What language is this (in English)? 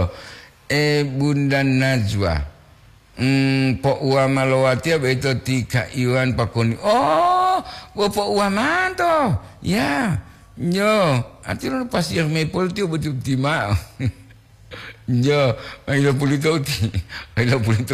Gorontalo